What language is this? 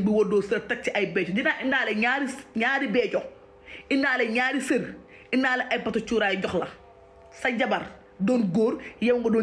Wolof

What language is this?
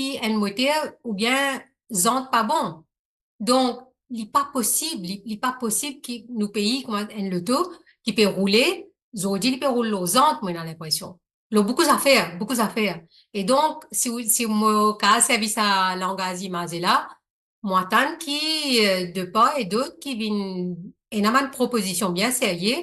Morisyen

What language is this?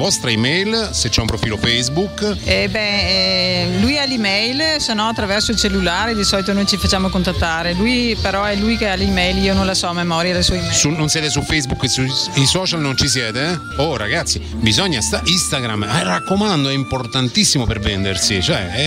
Italian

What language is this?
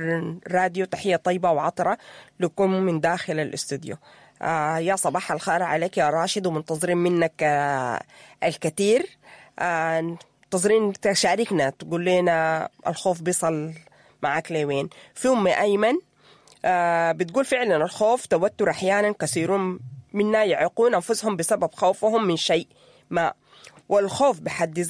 Sudanese Arabic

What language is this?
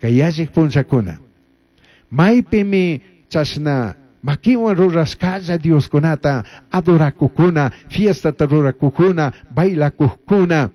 Chimborazo Highland Quichua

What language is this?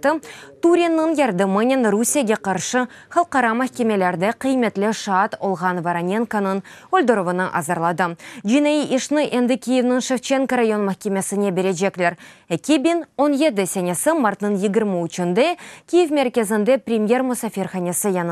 Crimean Tatar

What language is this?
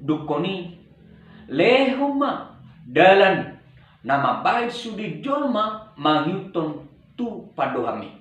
Batak Toba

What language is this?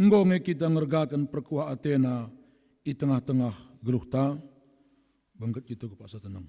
Batak Karo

